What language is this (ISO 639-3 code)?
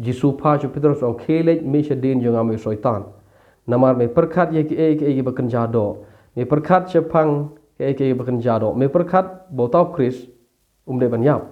kha